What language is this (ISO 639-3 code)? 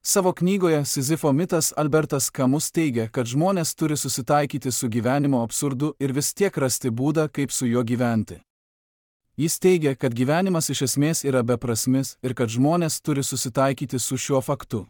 lit